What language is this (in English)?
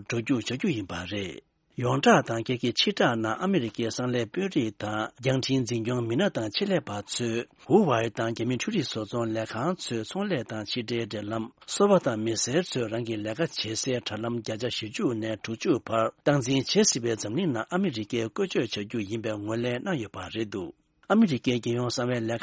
Tibetan